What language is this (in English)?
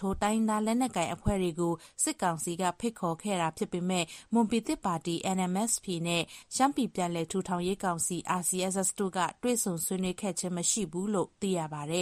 Burmese